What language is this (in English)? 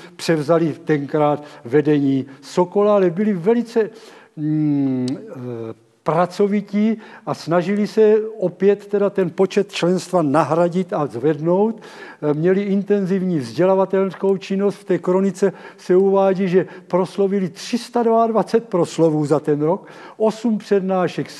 Czech